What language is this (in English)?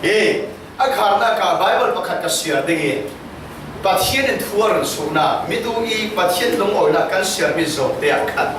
Falam Chin